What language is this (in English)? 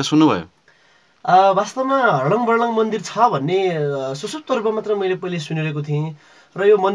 Nepali